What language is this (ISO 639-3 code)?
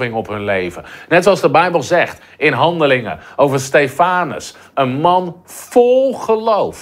nld